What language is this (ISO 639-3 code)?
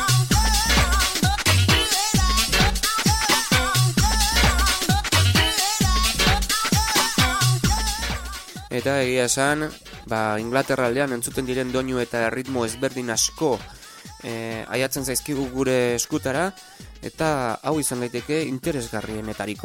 eus